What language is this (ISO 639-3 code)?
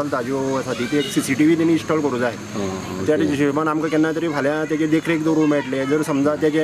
kok